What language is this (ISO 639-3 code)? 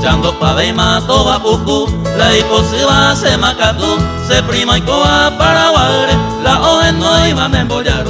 grn